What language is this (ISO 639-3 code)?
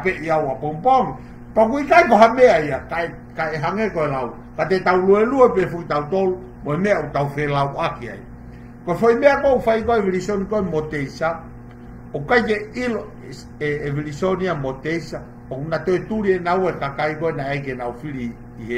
ton